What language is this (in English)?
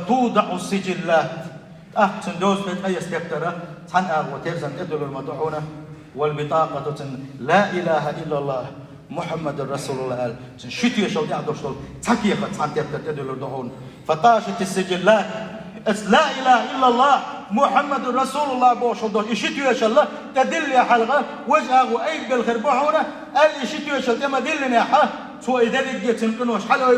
Chechen